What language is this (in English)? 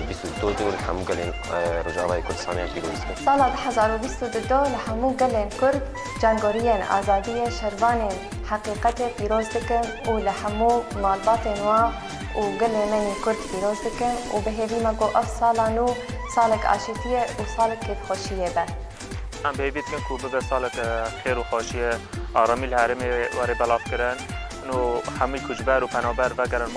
Kurdish